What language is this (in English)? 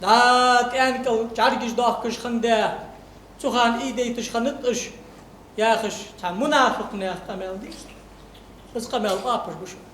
Ingush